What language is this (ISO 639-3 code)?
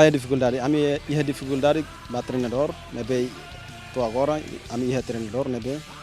tet